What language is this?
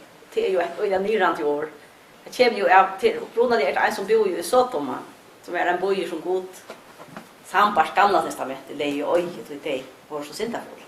Faroese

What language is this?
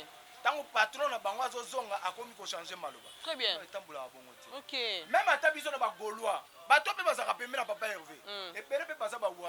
Lingala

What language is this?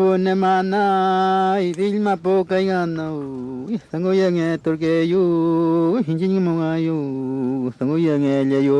Mapuche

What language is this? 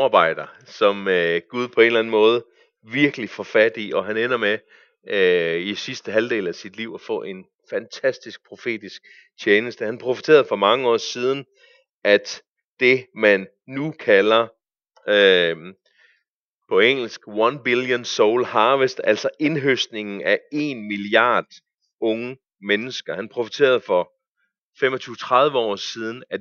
Danish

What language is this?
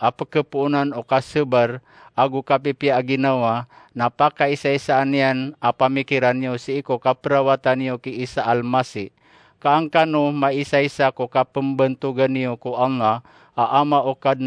Maranao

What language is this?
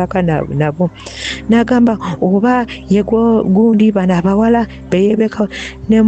Ganda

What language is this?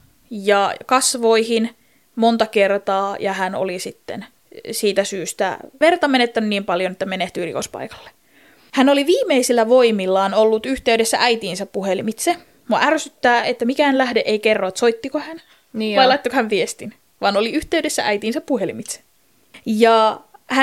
Finnish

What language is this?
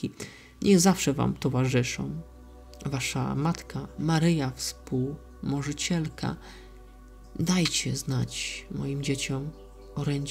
Polish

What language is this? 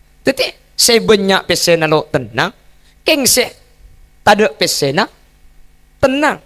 Madurese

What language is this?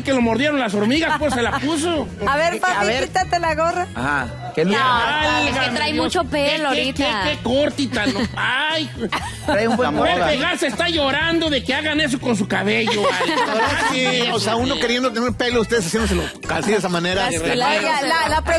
Spanish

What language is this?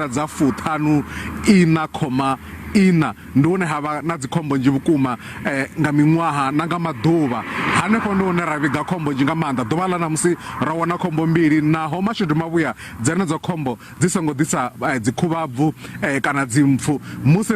Venda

